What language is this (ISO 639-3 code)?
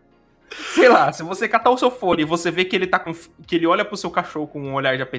por